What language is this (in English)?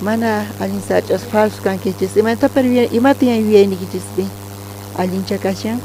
South Bolivian Quechua